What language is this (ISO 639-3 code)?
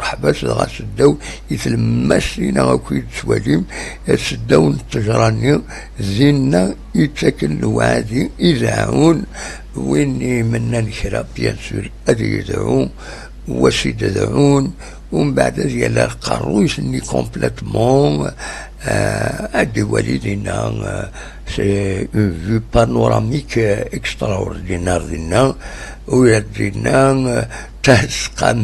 kab